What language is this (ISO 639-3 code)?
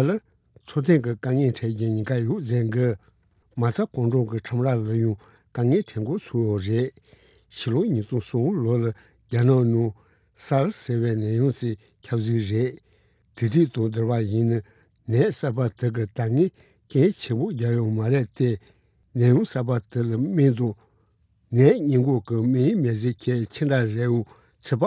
bod